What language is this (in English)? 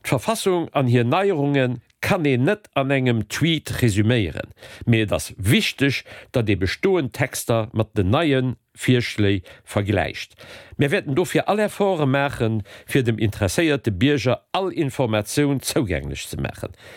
Luxembourgish